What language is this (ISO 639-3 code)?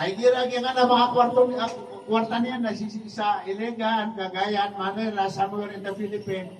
mrw